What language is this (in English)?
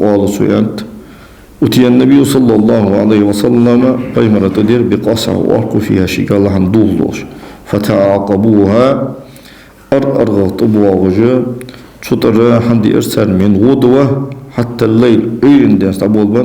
Ingush